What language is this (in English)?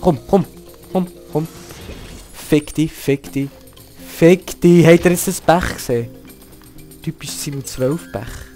Swiss German